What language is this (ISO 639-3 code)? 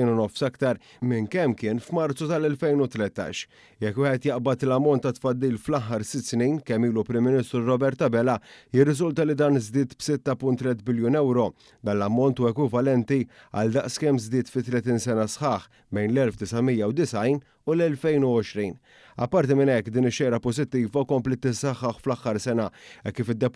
mlt